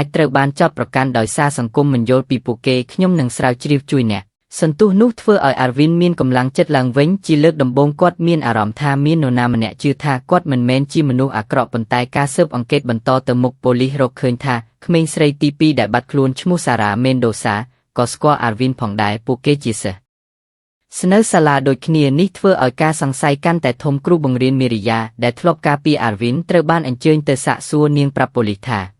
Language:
Khmer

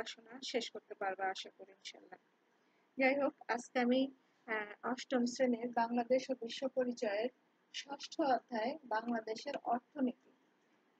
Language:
Bangla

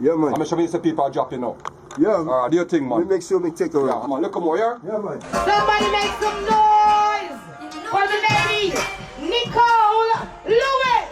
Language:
Jamaican Creole English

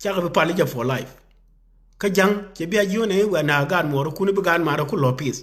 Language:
Nuer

